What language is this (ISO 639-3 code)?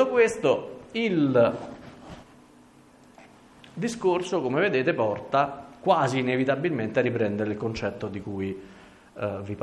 ita